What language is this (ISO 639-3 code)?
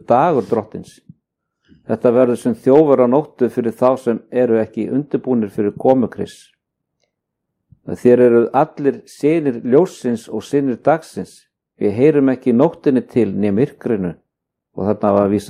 isl